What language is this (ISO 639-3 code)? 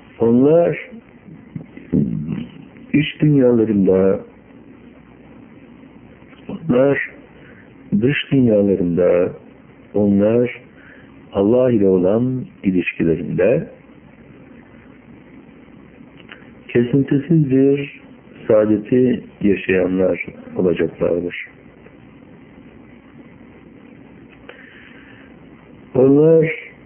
tur